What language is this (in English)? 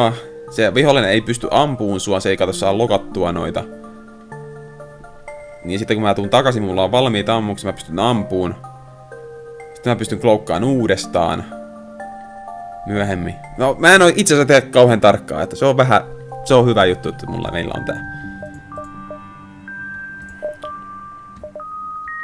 Finnish